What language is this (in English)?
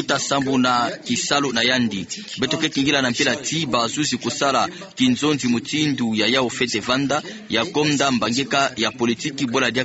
Kituba (Democratic Republic of Congo)